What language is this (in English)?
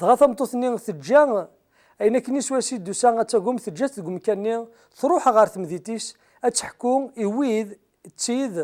Kabyle